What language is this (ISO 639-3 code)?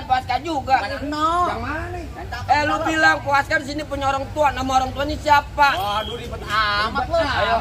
bew